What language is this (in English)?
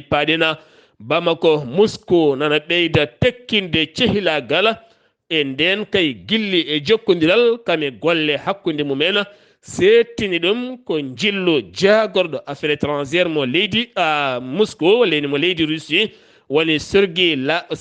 Fula